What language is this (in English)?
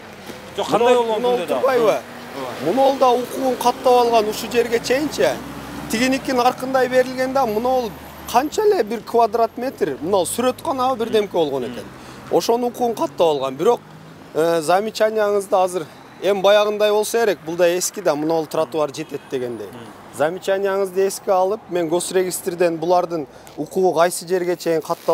Kyrgyz